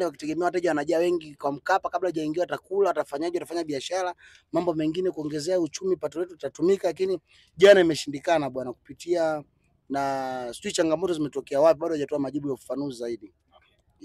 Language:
Swahili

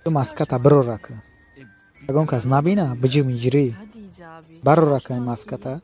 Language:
Tajik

